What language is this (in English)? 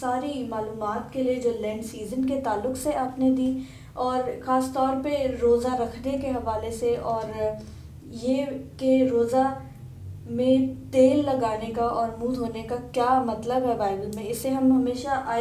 Urdu